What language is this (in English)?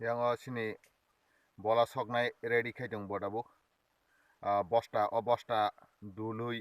Kok Borok